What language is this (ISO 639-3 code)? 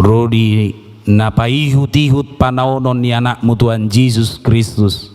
bbc